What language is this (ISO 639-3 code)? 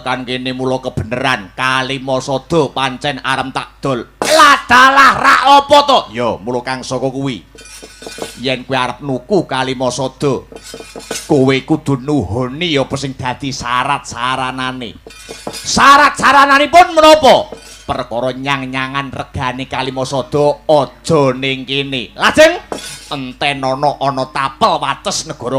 jav